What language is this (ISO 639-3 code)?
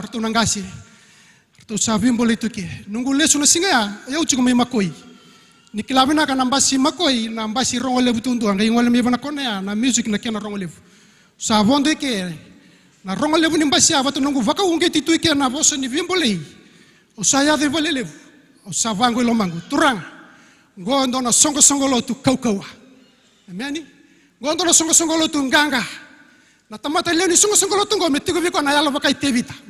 fij